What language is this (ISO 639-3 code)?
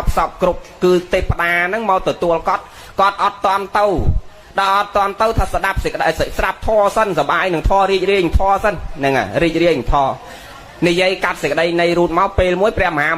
khm